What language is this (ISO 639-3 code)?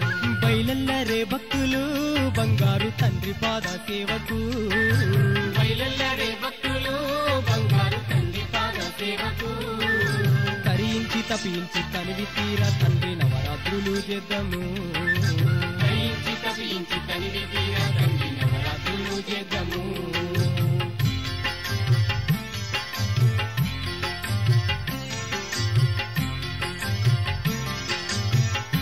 tel